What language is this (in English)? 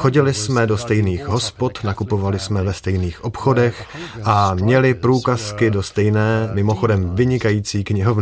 Czech